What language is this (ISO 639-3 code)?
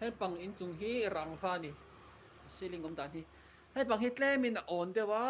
lus